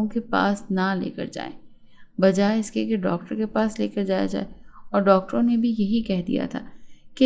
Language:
Urdu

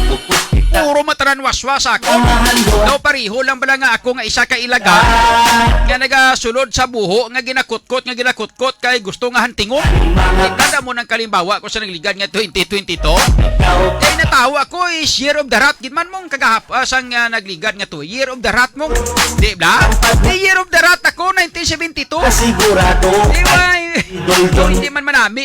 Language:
Hiligaynon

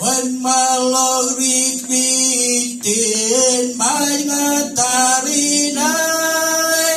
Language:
Marshallese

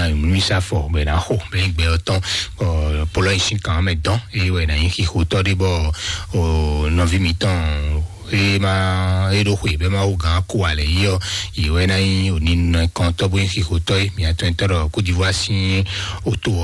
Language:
Fon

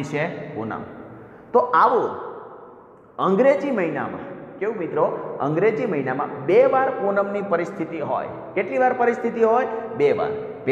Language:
Gujarati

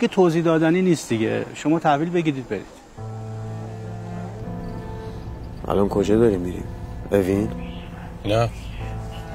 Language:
Persian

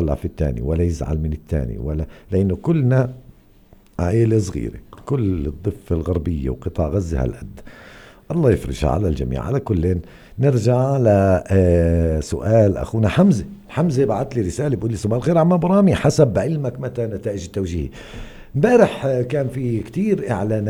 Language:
North Levantine Arabic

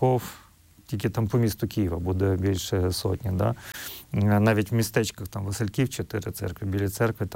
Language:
Ukrainian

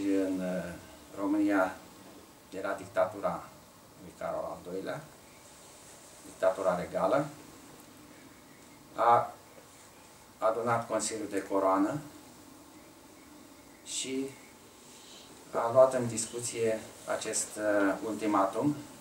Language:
Romanian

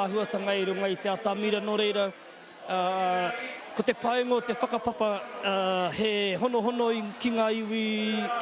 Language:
Māori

